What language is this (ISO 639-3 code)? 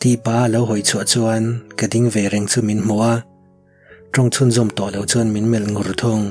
lus